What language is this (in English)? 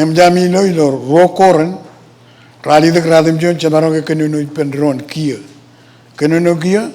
Marshallese